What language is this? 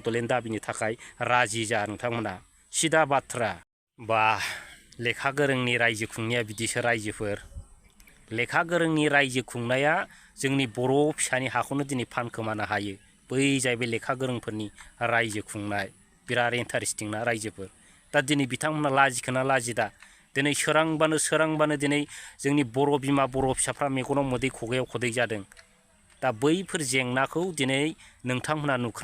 Bodo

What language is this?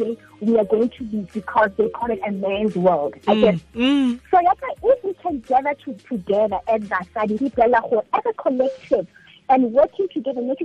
Tswana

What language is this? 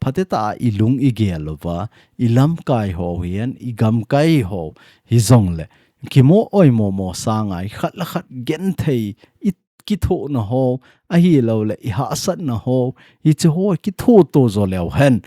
Thado Chin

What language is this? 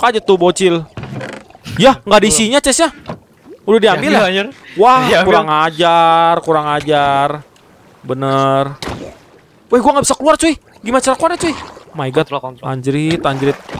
Indonesian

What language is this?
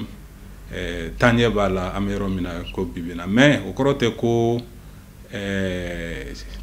Bambara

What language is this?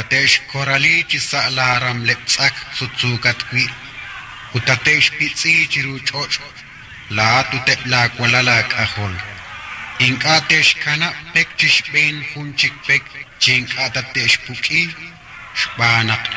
Kekchí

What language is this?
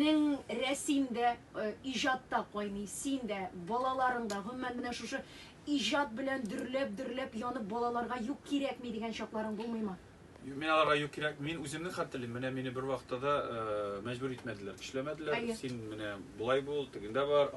Tatar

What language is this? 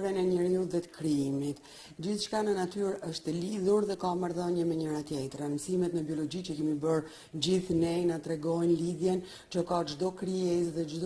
Albanian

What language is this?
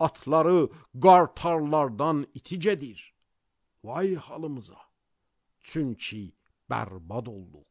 Azerbaijani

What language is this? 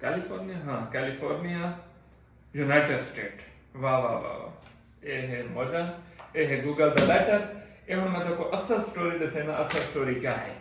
Saraiki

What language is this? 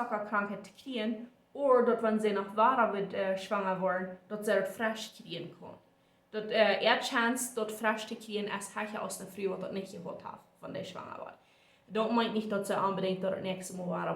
Plautdietsch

